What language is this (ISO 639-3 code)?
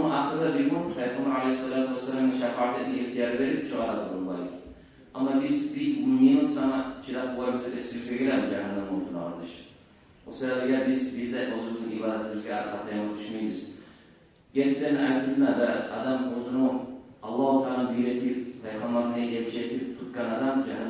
kum